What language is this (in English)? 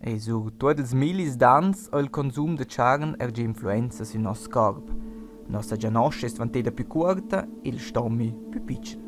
Romansh